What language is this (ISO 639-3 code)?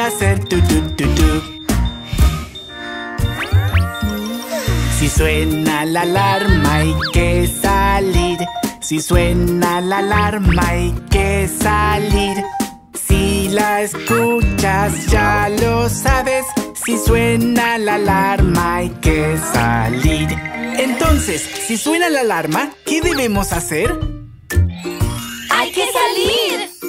spa